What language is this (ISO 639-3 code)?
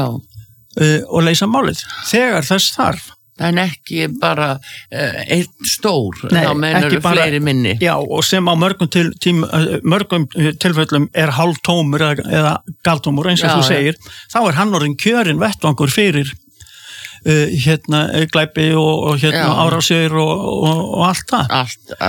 isl